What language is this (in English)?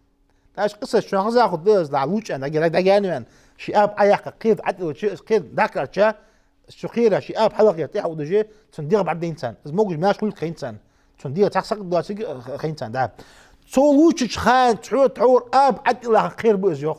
Ingush